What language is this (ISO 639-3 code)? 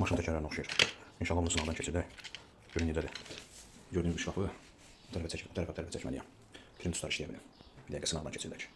aze